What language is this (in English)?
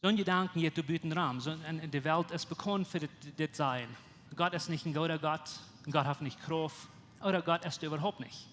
Plautdietsch